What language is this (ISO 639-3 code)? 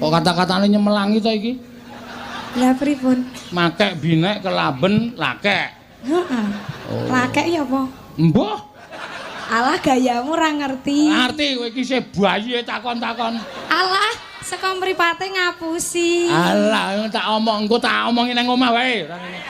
jav